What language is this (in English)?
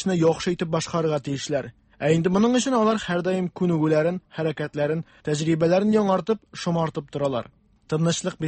Tatar